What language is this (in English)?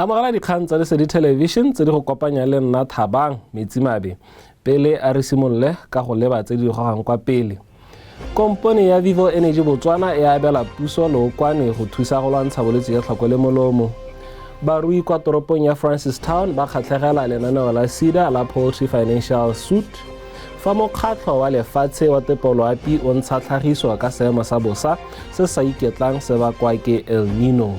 Tswana